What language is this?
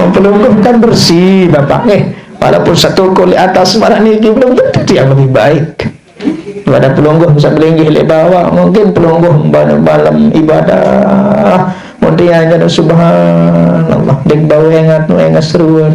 Sasak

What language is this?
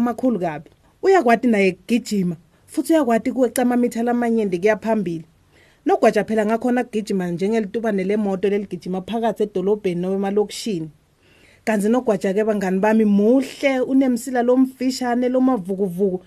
Swati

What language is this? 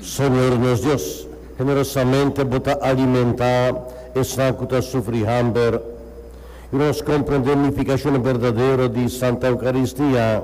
Papiamento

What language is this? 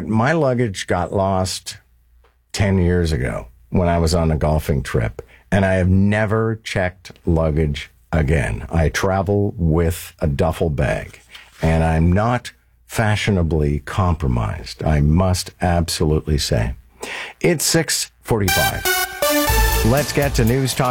English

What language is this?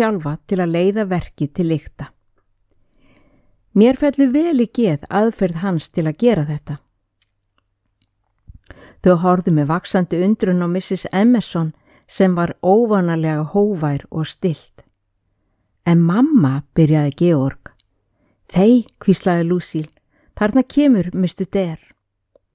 Icelandic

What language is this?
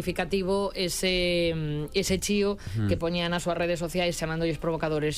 Galician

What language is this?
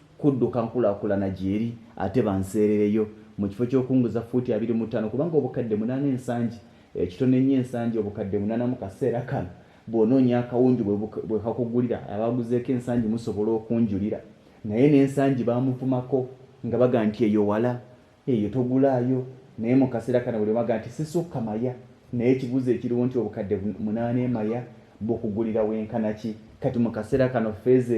Ganda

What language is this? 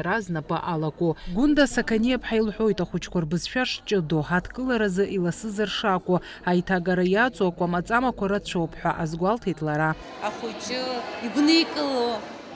Abkhazian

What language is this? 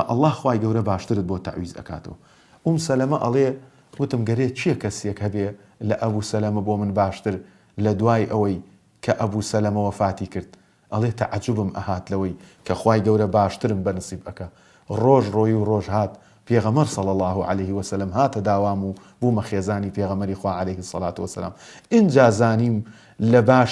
Central Kurdish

